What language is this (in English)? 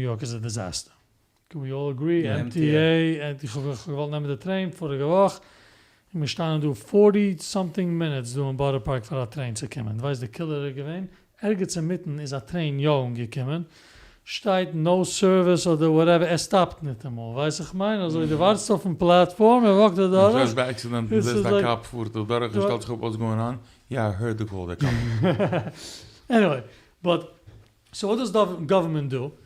Yiddish